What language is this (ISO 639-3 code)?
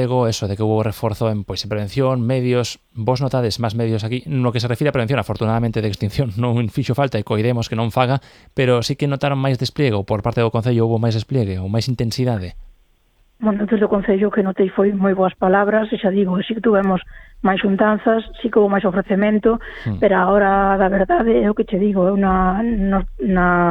glg